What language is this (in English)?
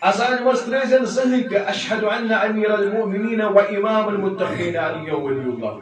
Kashmiri